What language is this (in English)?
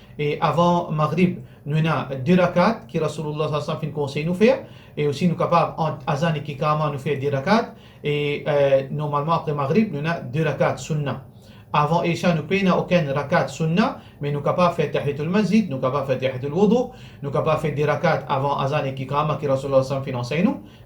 Morisyen